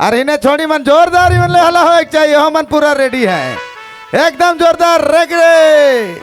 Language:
Sadri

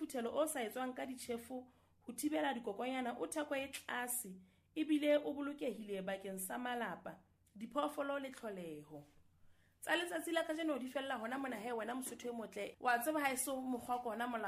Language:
Southern Sotho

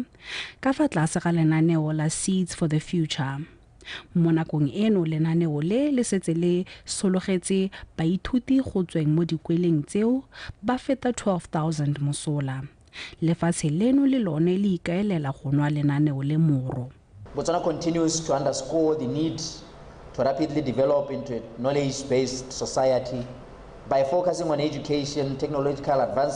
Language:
Tswana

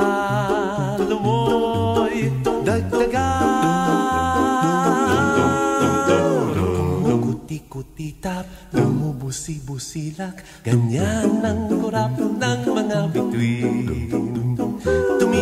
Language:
Filipino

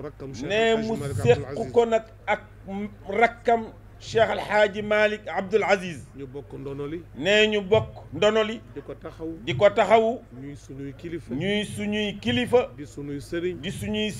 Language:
Wolof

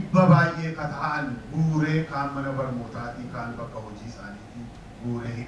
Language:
Oromo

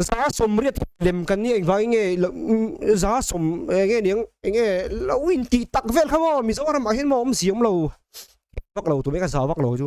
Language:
Mizo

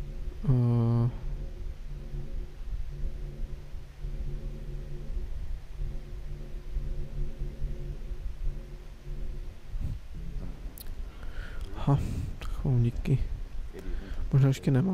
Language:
Czech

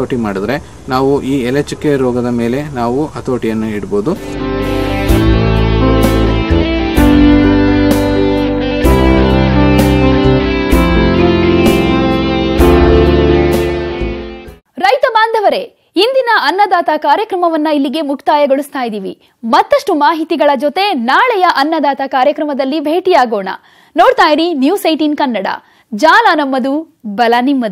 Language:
Kannada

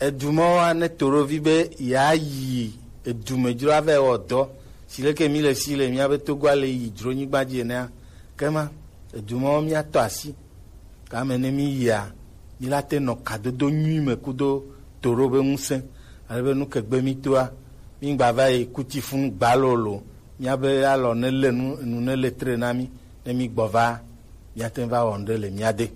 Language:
Gen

